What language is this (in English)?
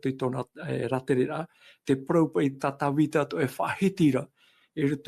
Tahitian